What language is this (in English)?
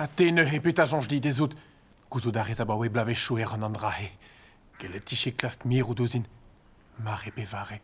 Breton